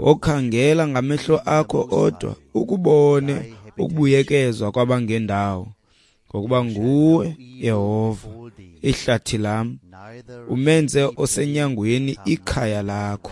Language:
Xhosa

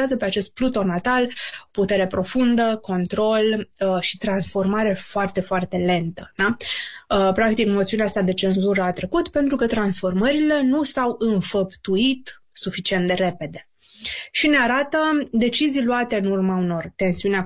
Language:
Romanian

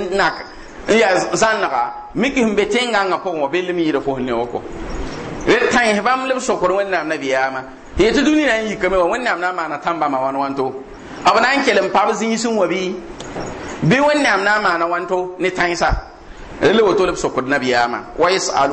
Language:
Mossi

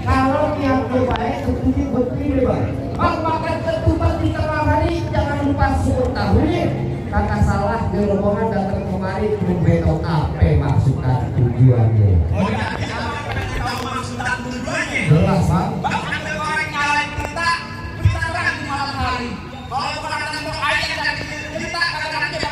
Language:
Betawi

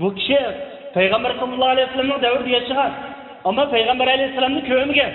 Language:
Uyghur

